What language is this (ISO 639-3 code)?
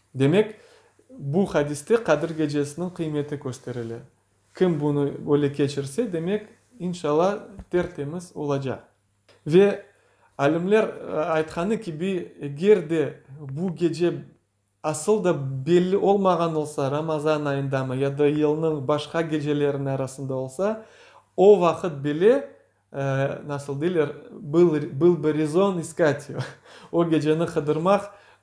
crh